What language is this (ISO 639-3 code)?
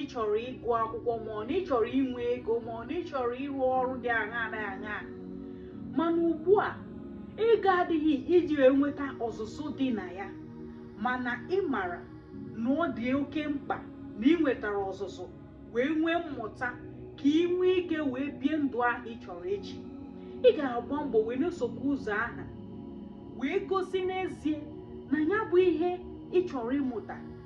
ibo